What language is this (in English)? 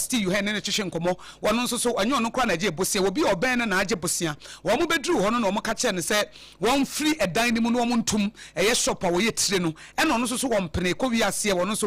Akan